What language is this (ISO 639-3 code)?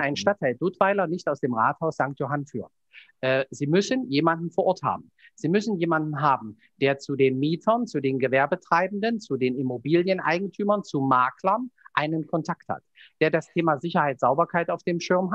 deu